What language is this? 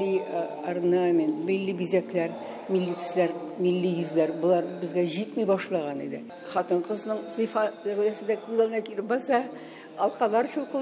Tatar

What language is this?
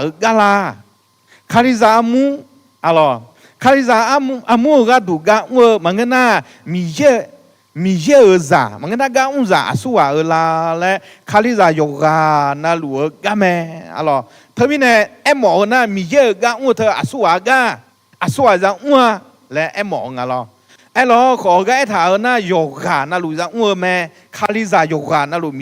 Akha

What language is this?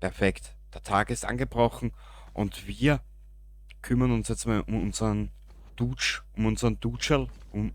Bavarian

